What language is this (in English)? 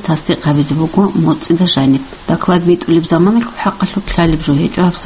Avaric